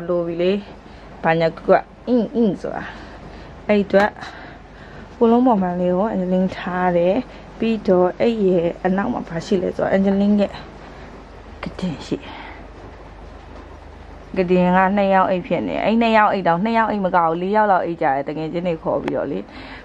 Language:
Burmese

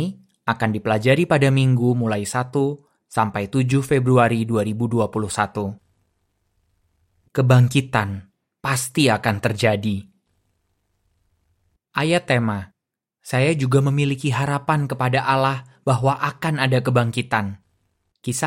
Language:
Indonesian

